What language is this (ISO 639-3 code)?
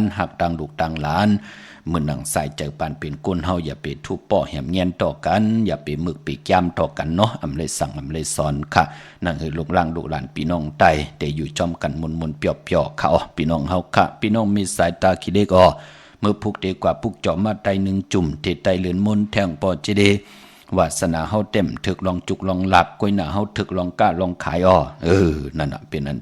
shn